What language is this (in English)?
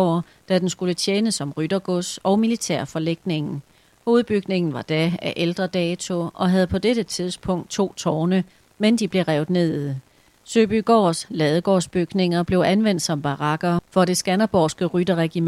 Danish